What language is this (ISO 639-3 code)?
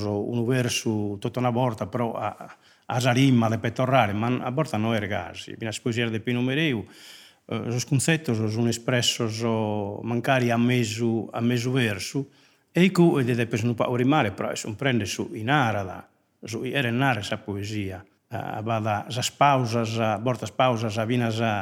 srd